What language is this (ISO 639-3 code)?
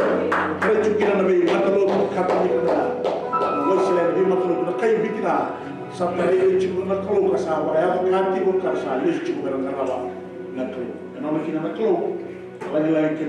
fij